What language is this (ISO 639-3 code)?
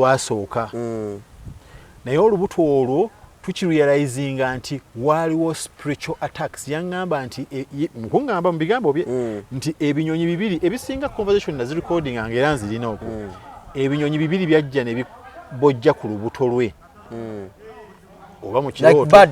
lug